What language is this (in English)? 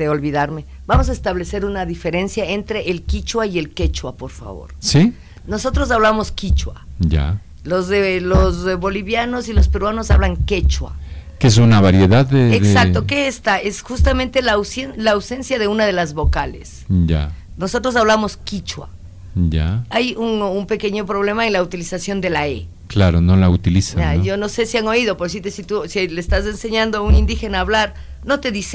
Spanish